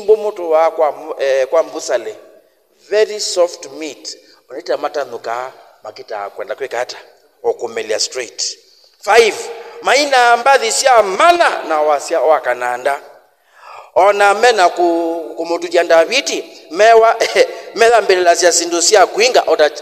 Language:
Kamba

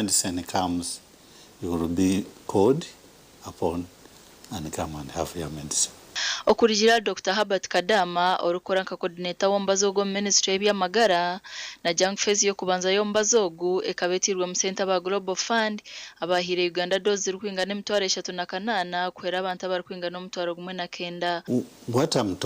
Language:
Nyankole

